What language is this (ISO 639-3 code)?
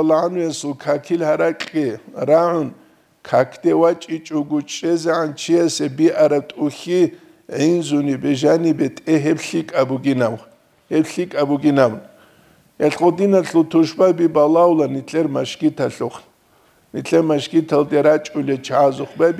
ava